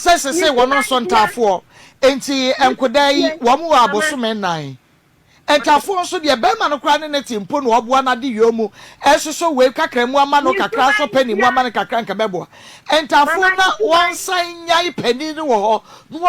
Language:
Akan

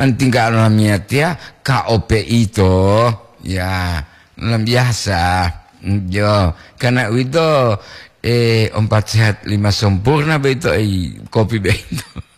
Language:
Gorontalo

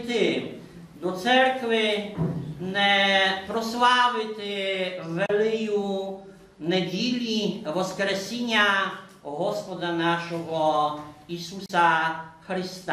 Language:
Rusyn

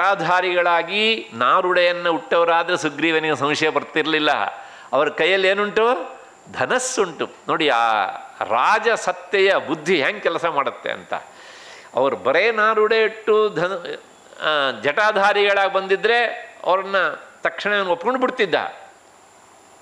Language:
Kannada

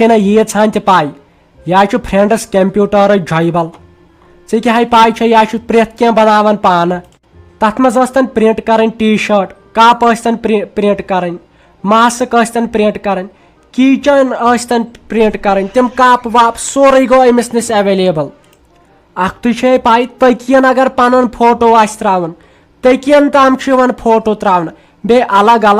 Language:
Kashmiri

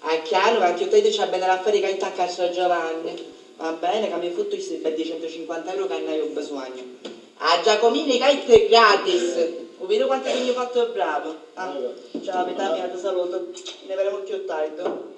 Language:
Sicilian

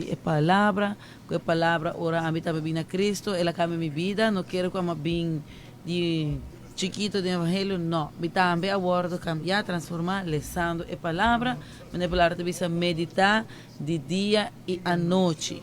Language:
Papiamento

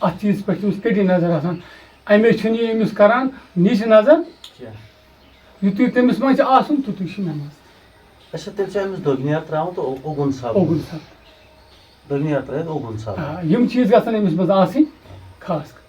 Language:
Kashmiri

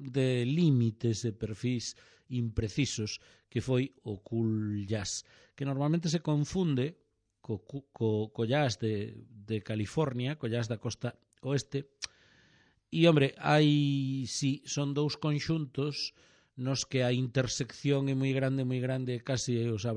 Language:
Galician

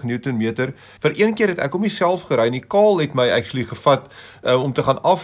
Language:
Afrikaans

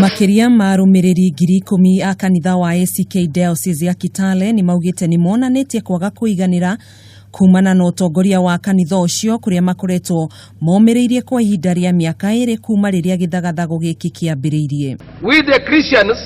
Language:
Kikuyu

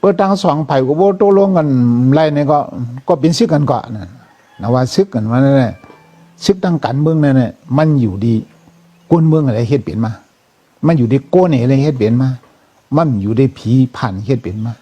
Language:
Shan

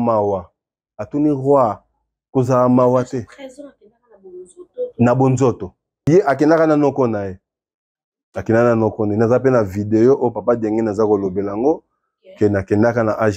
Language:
Lingala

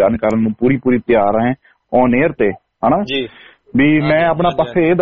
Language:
Punjabi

